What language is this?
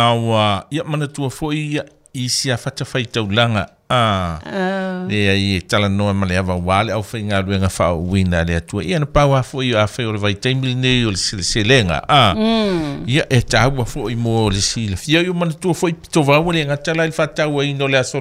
Samoan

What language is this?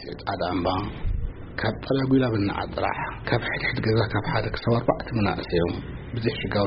Tigrinya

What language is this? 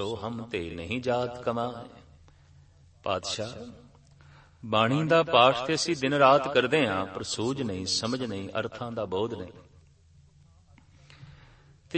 Punjabi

